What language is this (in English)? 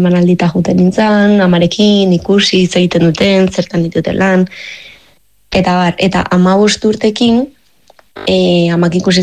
Basque